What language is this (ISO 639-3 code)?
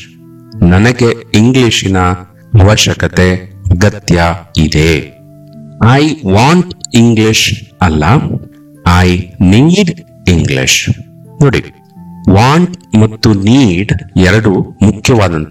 kan